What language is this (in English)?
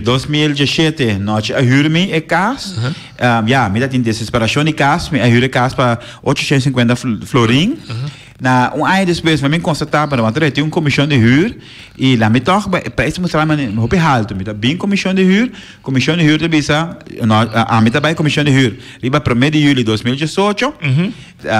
Papiamento